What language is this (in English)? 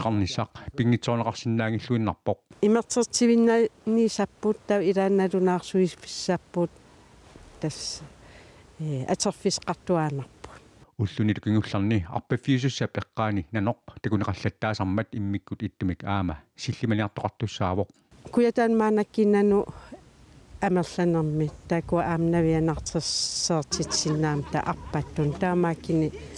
Kalaallisut